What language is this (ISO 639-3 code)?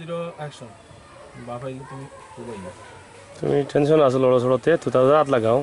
syl